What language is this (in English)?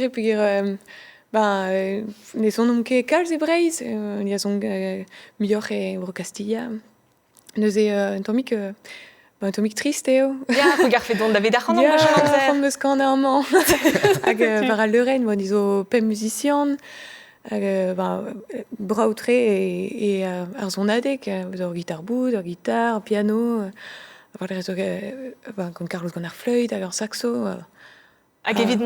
Breton